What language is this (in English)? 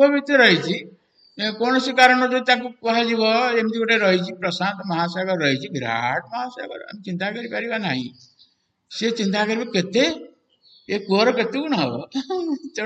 Odia